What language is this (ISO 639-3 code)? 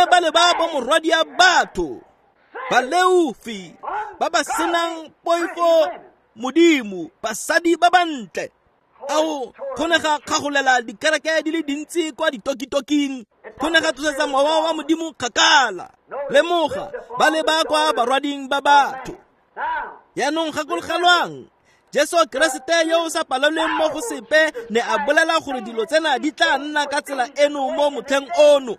tsn